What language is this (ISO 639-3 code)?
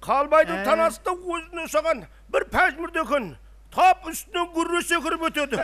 kaa